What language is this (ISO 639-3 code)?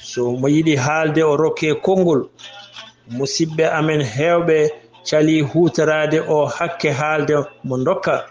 ful